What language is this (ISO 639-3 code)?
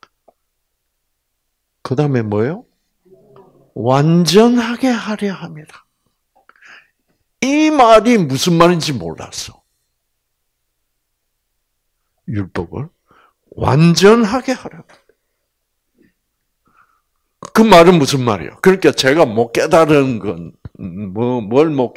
kor